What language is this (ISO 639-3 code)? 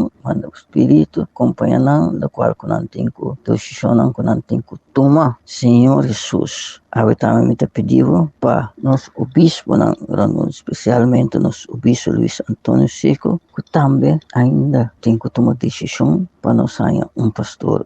pap